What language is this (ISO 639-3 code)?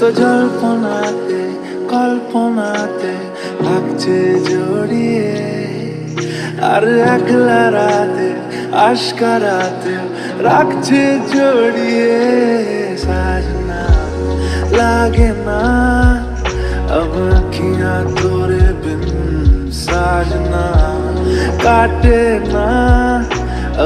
ben